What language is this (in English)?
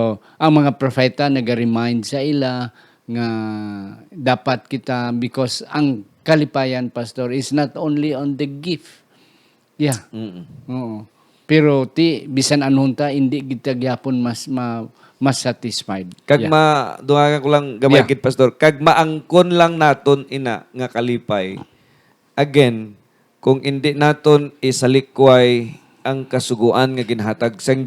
Hiligaynon